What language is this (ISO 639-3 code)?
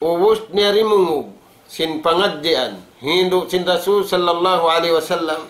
tsg